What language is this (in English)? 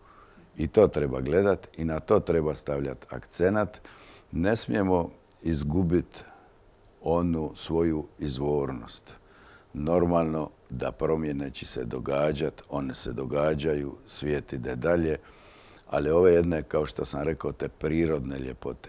Croatian